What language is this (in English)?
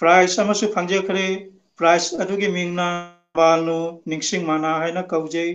Manipuri